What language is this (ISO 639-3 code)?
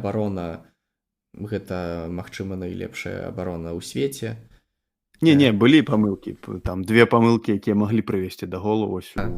bel